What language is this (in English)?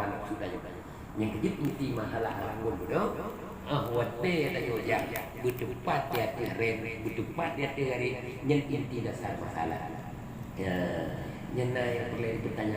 Achinese